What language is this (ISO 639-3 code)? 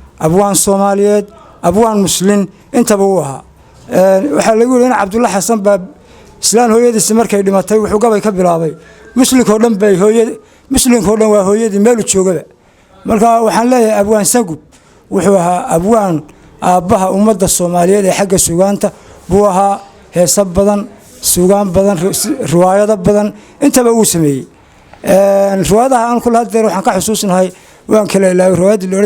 som